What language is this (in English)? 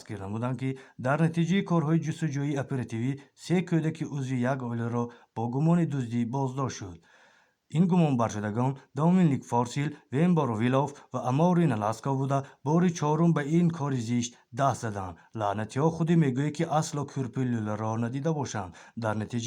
Tajik